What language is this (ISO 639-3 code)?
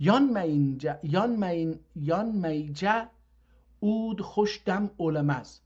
azb